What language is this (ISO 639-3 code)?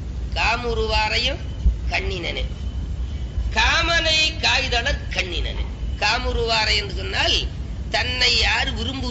tam